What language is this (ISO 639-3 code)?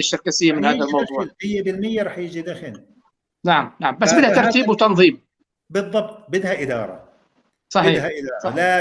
apc